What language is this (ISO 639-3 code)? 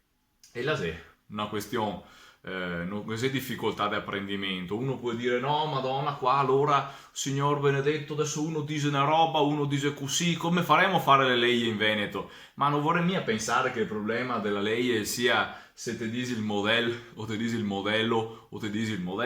vec